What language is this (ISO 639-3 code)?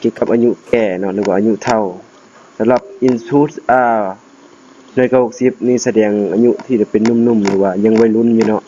lao